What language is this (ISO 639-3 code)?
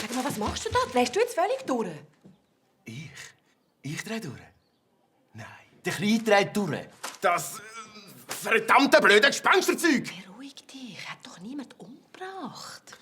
gsw